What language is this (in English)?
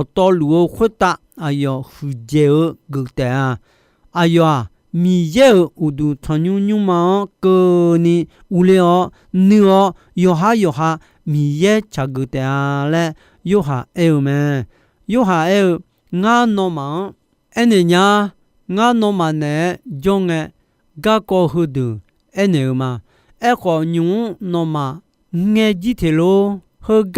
Akha